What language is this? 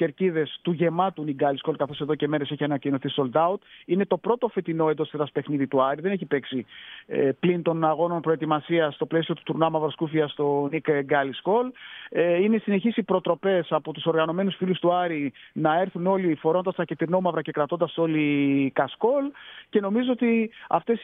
Greek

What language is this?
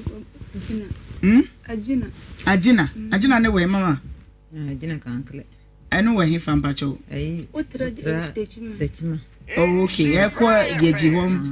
Akan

